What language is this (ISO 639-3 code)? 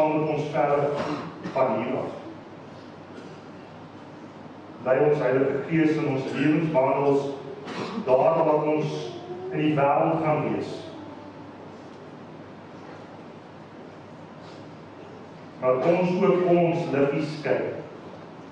afr